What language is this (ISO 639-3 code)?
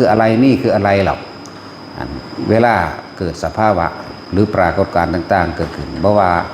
tts